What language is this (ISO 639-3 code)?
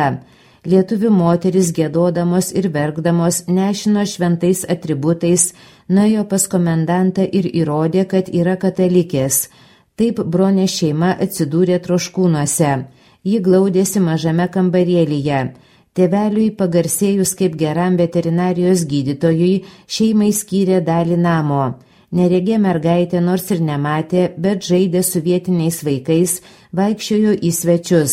lit